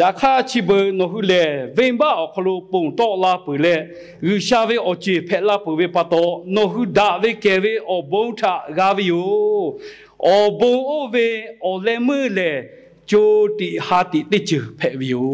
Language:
Lahu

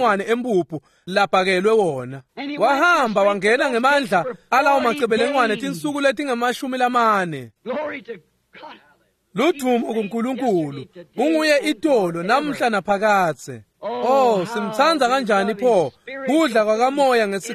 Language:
Swati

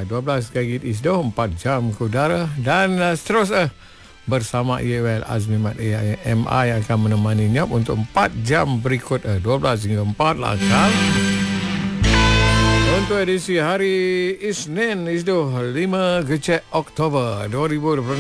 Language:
Malay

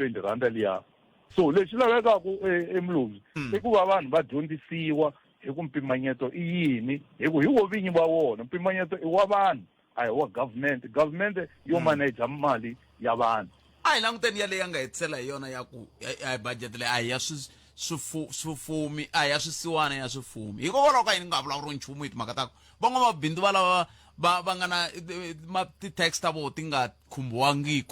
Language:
Tsonga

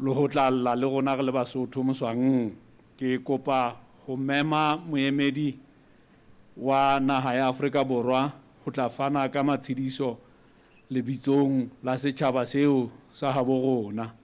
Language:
Southern Sotho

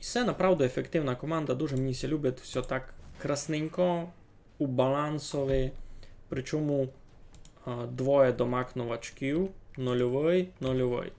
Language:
Rusyn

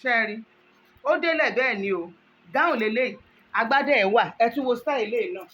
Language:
Yoruba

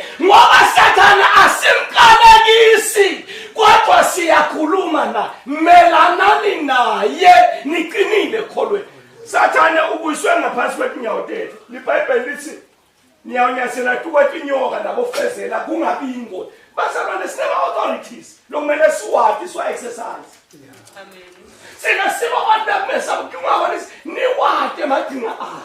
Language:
Zulu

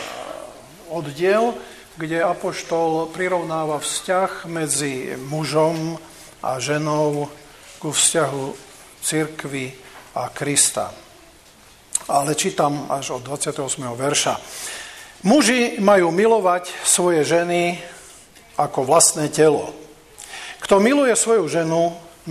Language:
Slovak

